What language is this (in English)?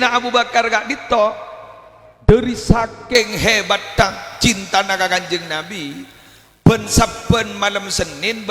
Madurese